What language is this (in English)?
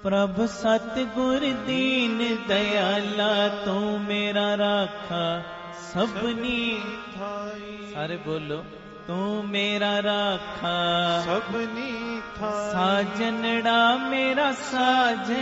Punjabi